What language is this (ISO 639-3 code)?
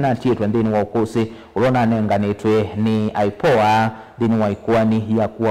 kam